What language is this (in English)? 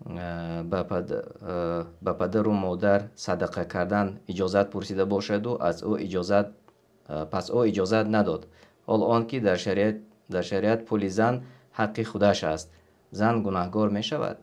Tajik